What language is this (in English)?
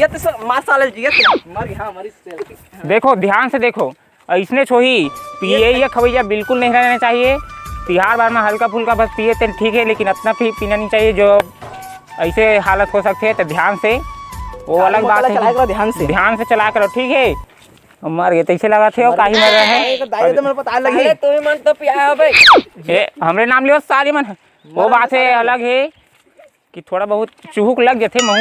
Chhattisgarhi